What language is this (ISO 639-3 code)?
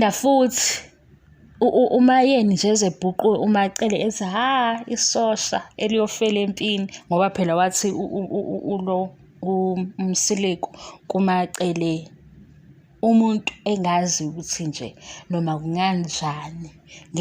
zul